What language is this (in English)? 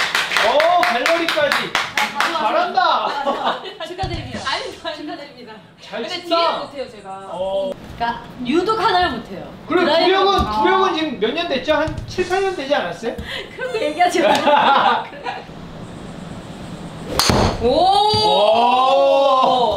Korean